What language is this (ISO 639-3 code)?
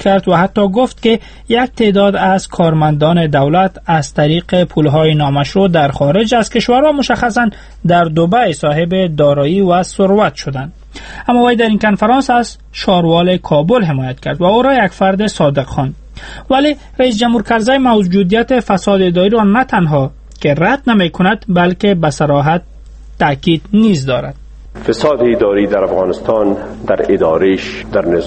fas